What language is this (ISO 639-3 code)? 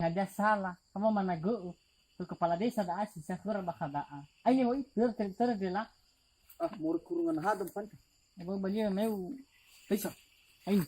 nia